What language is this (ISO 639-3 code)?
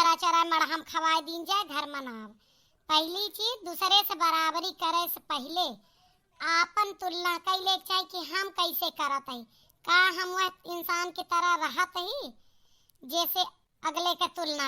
awa